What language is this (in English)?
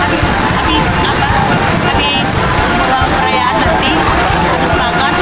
Batak Simalungun